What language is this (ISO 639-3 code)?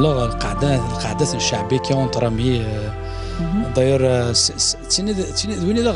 kab